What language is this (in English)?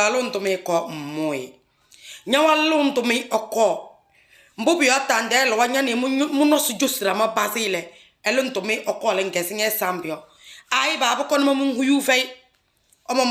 Kabiyè